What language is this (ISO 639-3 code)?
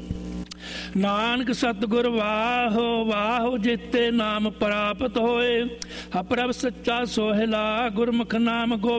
pan